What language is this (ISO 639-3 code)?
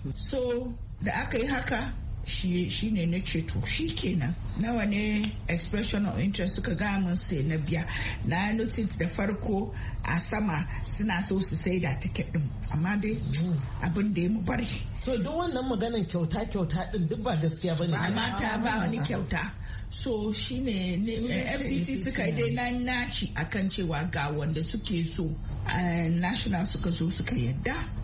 hau